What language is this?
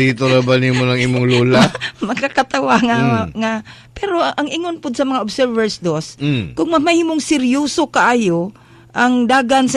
Cebuano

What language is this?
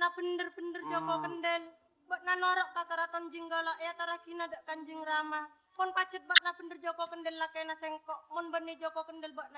Madurese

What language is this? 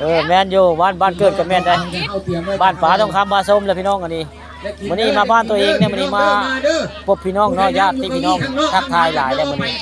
Northeastern Thai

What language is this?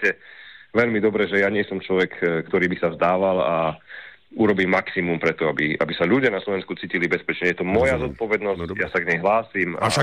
Slovak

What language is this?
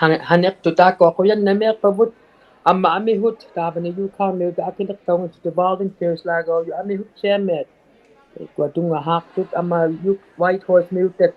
Inuktitut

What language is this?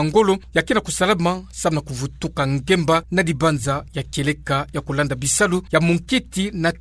Kituba (Democratic Republic of Congo)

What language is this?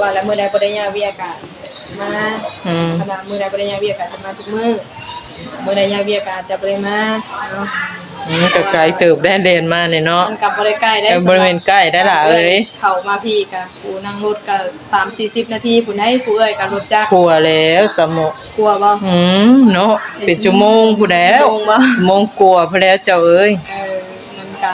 Northeastern Thai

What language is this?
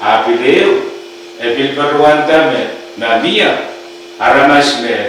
Pohnpeian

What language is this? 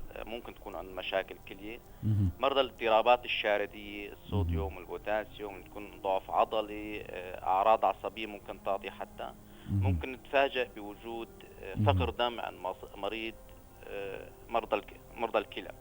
North Levantine Arabic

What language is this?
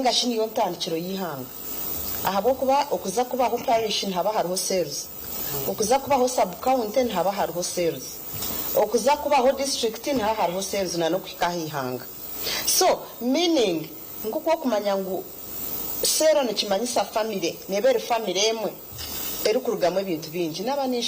Nyankole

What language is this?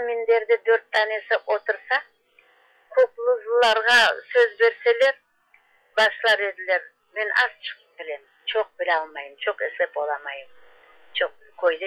Crimean Tatar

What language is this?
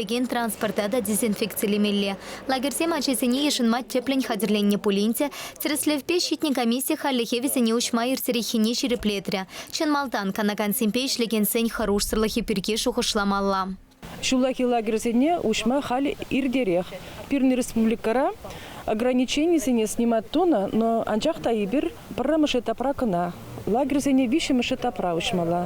Chuvash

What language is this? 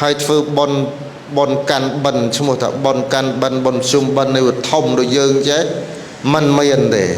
Khmer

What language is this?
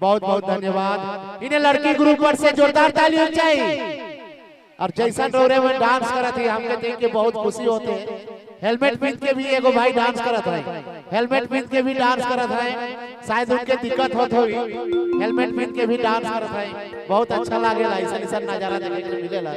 Sadri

